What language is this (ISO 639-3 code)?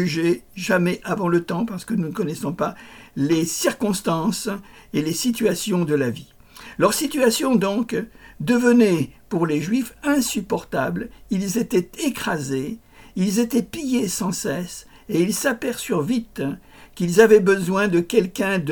fra